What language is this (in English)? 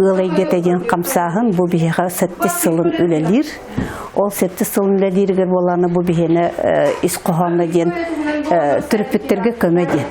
Yakut